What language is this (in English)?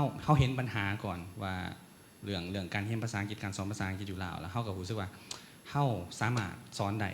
Lao